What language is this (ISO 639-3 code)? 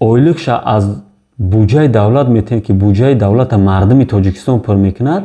tgk